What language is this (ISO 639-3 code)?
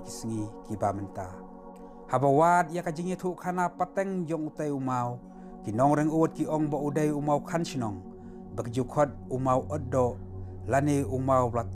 kha